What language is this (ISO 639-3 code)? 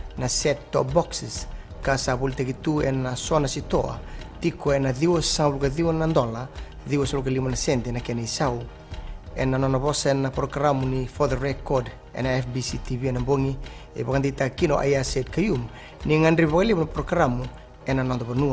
fij